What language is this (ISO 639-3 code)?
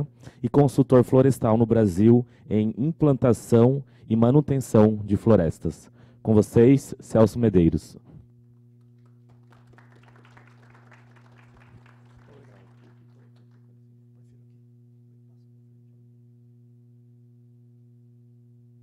por